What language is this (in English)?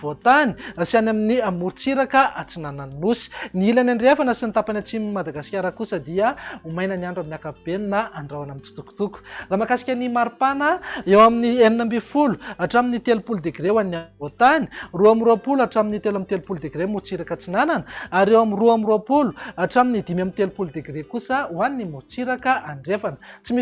Malagasy